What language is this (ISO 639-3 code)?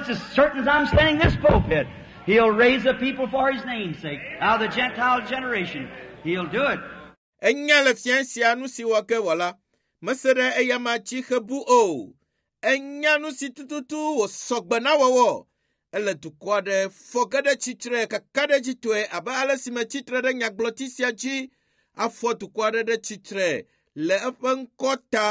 ewe